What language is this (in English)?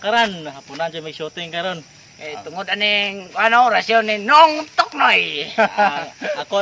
Cebuano